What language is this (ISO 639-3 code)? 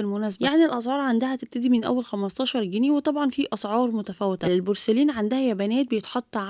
arz